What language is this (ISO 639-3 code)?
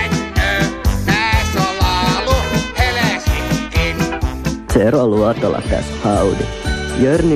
fin